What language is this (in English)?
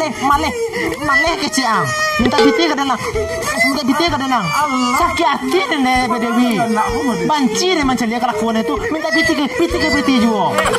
Minangkabau